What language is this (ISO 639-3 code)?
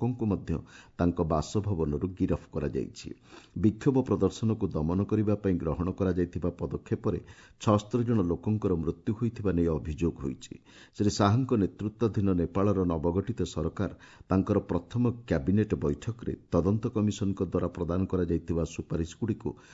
ori